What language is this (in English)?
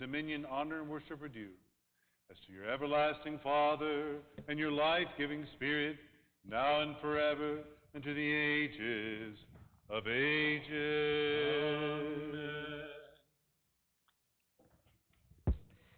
English